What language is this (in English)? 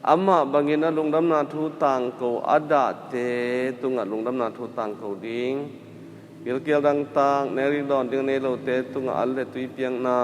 Tedim Chin